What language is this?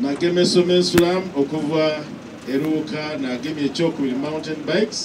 Soga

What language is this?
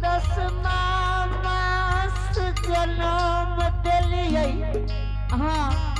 Angika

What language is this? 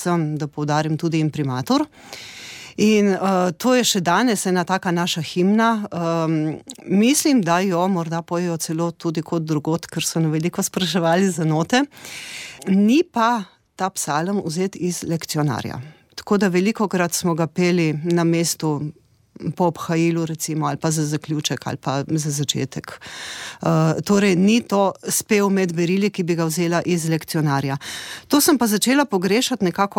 Slovenian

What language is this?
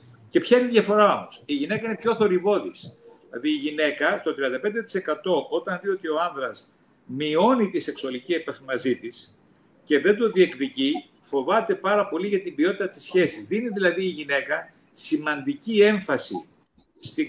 Greek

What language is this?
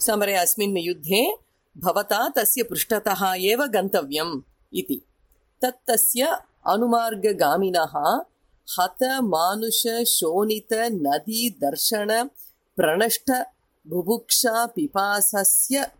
Sanskrit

